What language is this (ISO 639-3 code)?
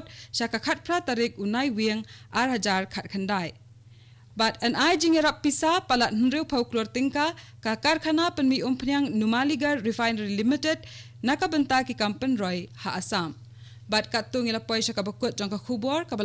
kha